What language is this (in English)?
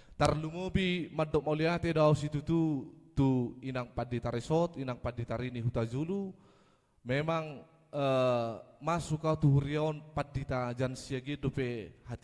Batak Toba